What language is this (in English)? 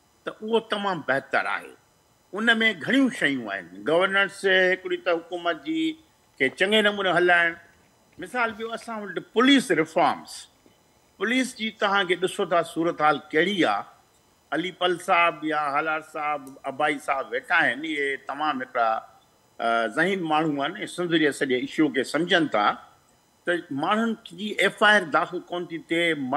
Sindhi